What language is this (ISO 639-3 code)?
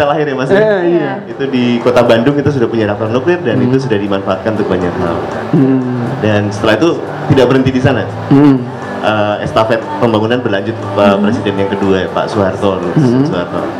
ind